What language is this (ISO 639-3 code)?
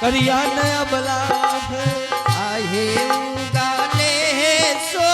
anp